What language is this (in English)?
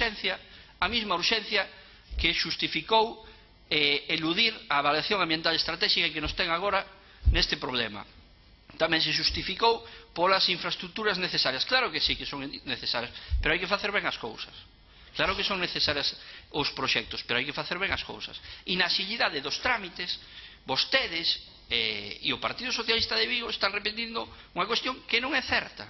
Galician